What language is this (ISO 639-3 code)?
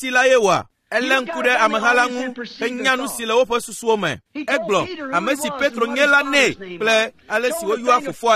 ewe